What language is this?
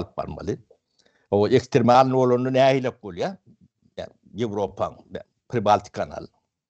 Turkmen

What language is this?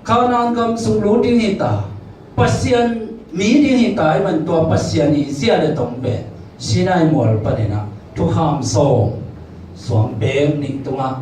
Tedim Chin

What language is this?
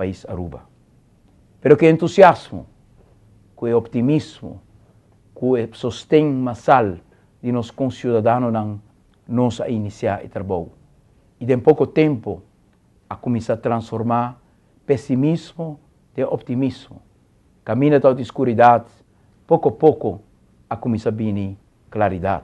Papiamento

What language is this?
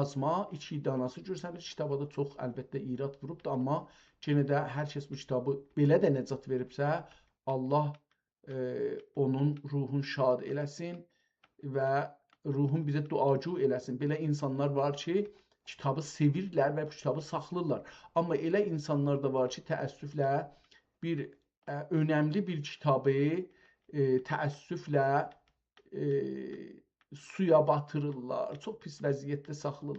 South Azerbaijani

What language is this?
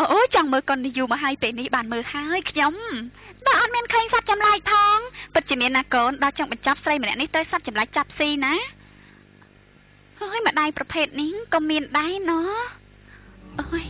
Khmer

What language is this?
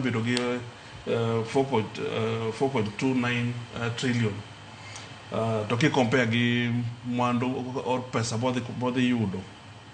Luo (Kenya and Tanzania)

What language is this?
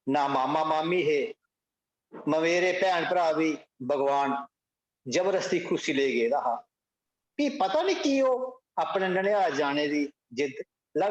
Dogri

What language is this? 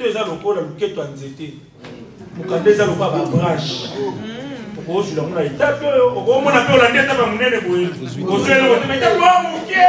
Lingala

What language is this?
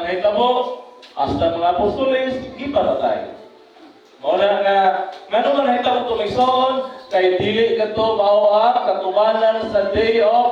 Cebuano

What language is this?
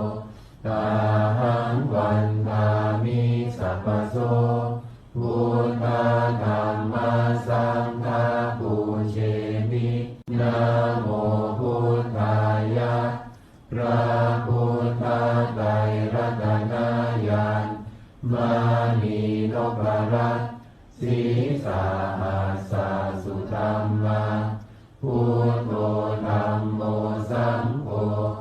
Pali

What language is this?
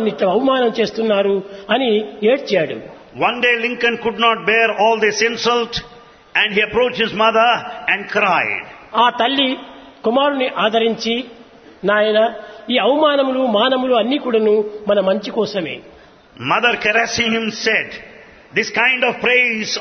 Telugu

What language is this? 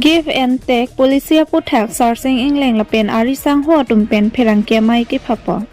Karbi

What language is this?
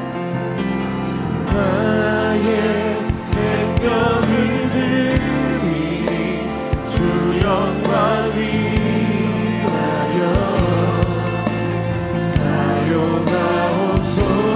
Korean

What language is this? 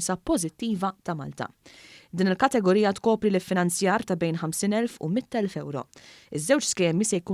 Maltese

